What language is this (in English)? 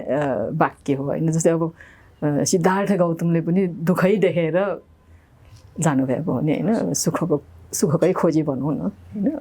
Nepali